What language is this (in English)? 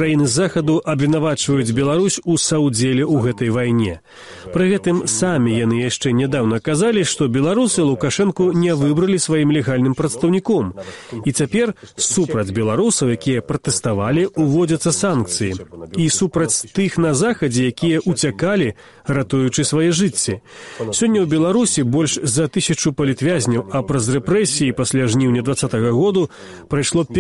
Belarusian